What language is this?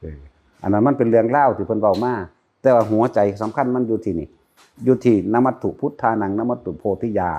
Northeastern Thai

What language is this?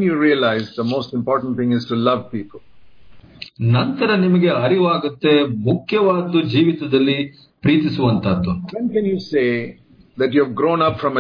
Kannada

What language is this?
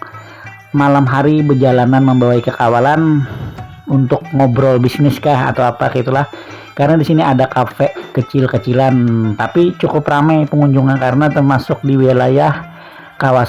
Banjar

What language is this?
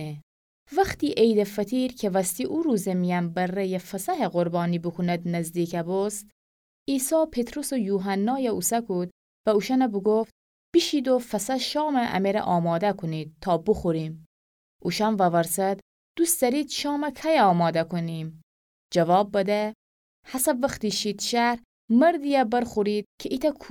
Gilaki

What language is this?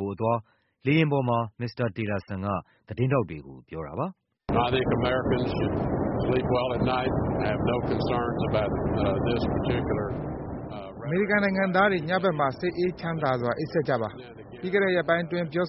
Burmese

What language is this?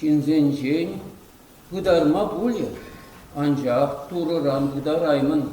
Chuvash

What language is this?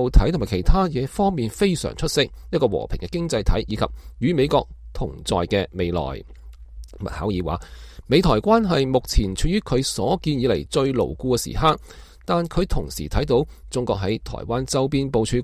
Cantonese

